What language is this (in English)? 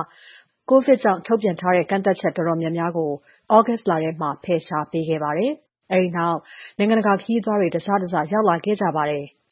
Burmese